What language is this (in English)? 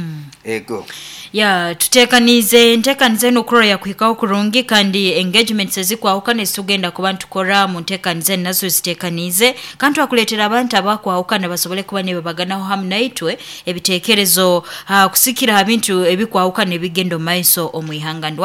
Nyoro